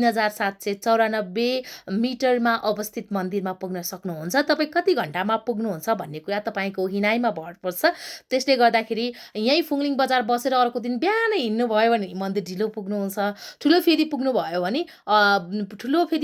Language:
Nepali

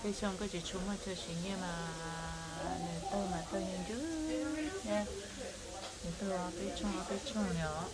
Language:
Hmong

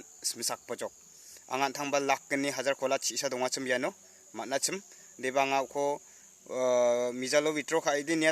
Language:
Garo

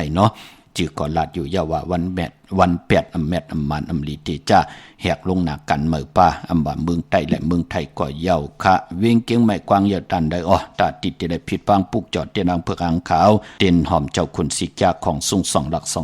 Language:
Shan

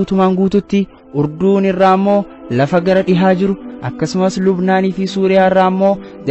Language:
Oromo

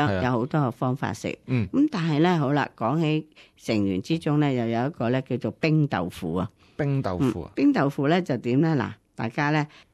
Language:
Cantonese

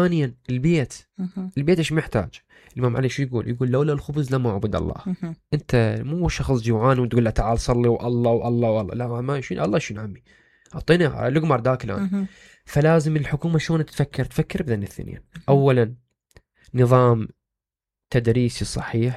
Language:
Mesopotamian Arabic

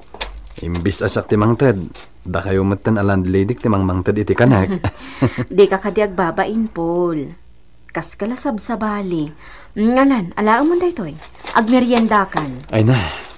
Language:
Iloko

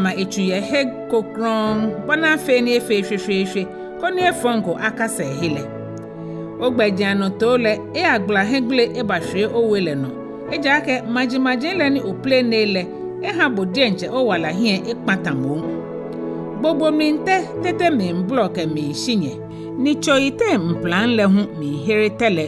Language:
Ga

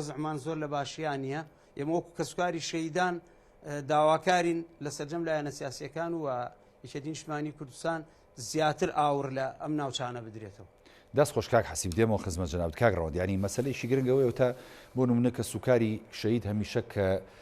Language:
Central Kurdish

